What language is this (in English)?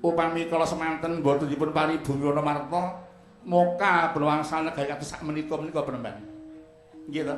Javanese